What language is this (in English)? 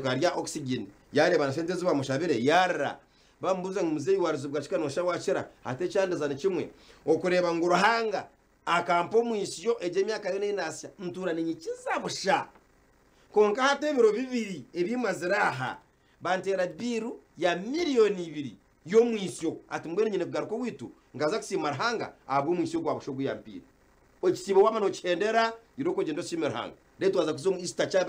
Nyankole